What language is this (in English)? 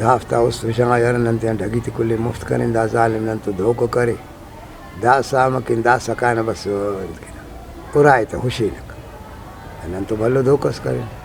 Brahui